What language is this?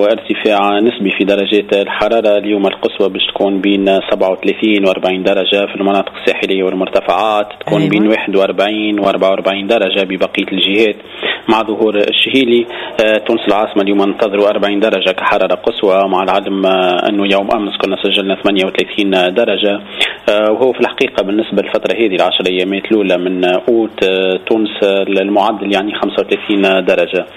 Tunisian Arabic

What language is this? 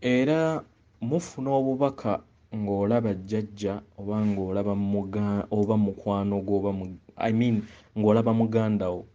Ganda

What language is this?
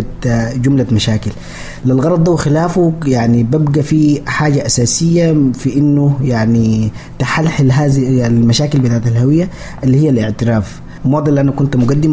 Sudanese Arabic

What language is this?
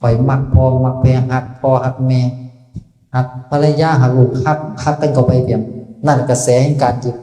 Northeastern Thai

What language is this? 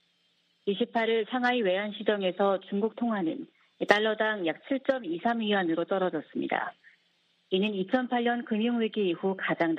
Korean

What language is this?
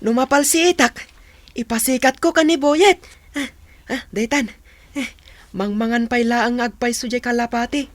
Iloko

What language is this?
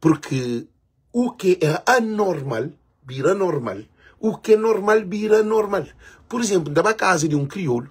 Kabuverdianu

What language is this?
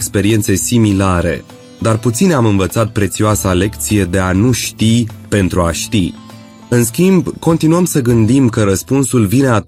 Romanian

